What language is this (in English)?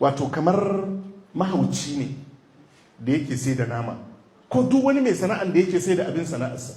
Hausa